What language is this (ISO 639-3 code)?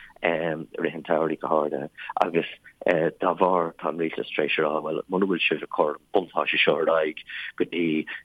gle